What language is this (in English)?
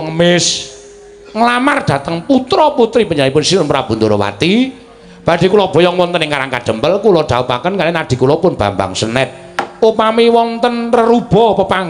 Javanese